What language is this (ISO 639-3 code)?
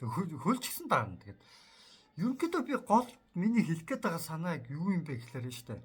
mon